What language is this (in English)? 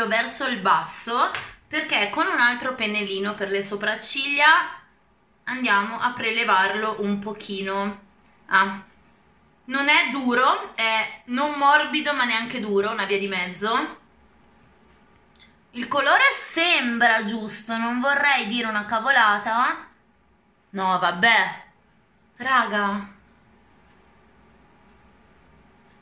Italian